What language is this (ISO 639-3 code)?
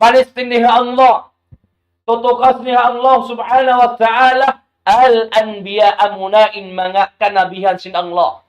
tsg